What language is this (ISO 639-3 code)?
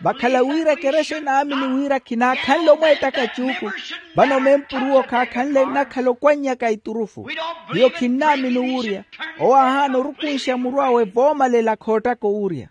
vmw